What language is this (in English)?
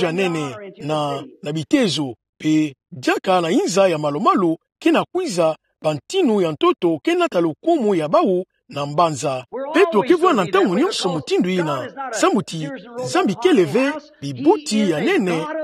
Kituba (Democratic Republic of Congo)